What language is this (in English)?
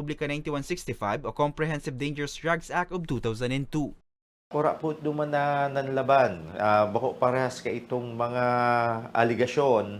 Bikol